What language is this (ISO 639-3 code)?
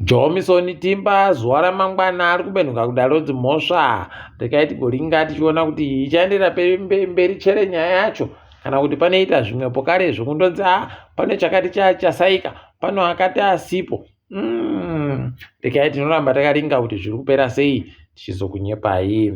ndc